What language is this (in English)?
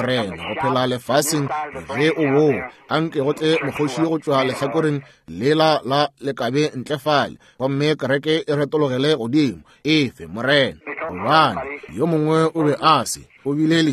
Northern Sotho